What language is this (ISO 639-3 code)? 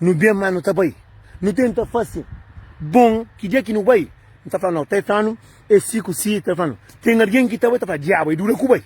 kea